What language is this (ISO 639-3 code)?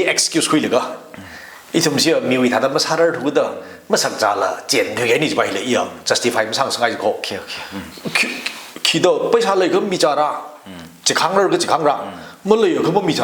nmf